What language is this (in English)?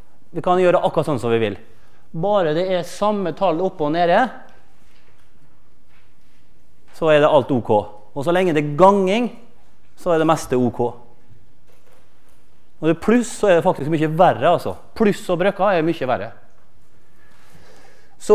Norwegian